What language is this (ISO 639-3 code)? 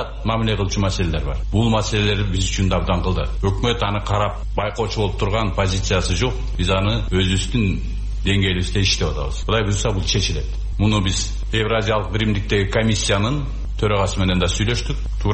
kir